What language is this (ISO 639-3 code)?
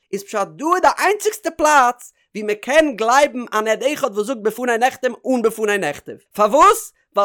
yid